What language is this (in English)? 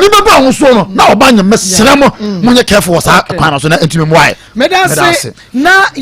Akan